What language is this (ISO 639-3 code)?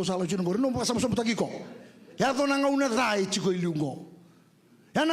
fij